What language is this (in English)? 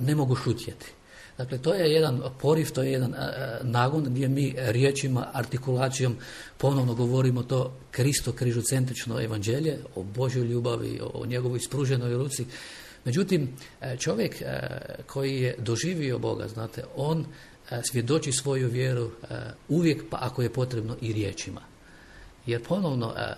Croatian